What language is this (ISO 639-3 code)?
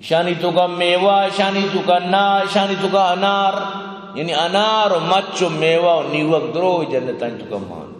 bgp